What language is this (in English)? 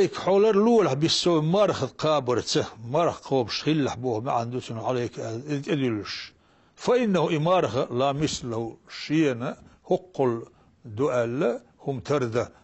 Chechen